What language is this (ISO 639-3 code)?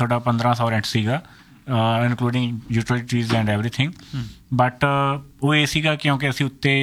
pan